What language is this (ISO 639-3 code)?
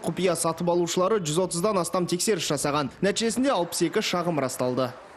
kaz